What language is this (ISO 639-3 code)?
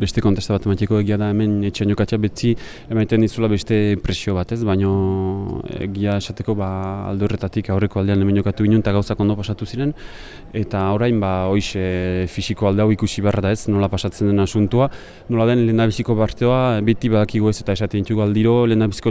eus